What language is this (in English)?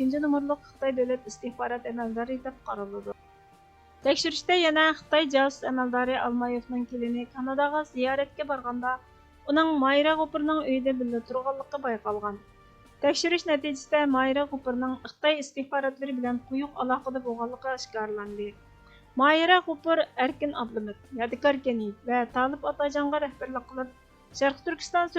Uyghur